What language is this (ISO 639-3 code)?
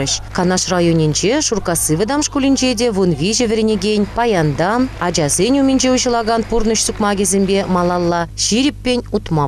chv